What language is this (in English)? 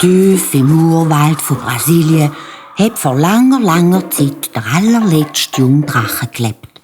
Swiss German